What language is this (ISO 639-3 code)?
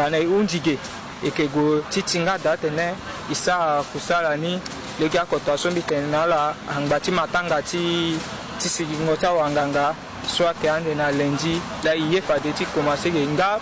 sag